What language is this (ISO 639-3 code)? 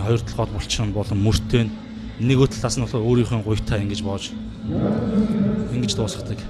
mon